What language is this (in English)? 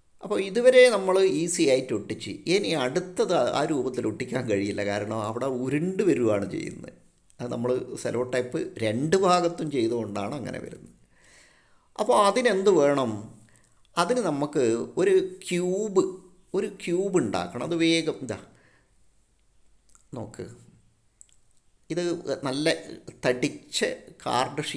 Malayalam